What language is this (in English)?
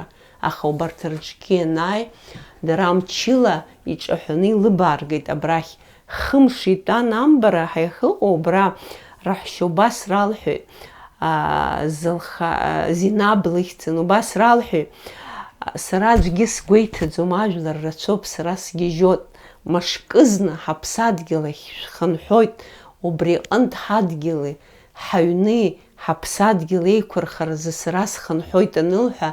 Abkhazian